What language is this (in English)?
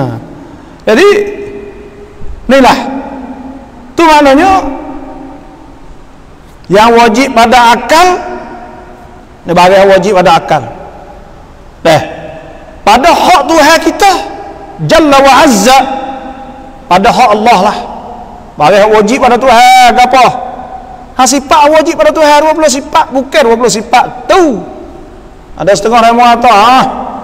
Malay